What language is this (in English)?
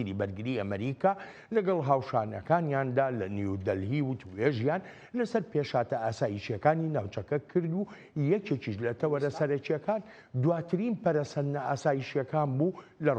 Central Kurdish